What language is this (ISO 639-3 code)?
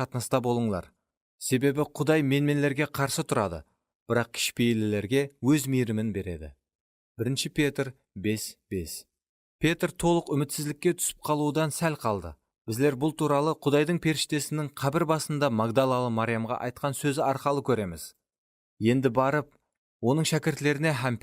kaa